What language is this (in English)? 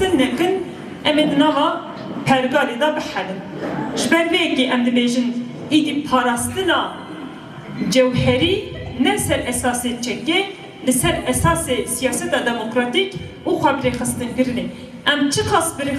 Kurdish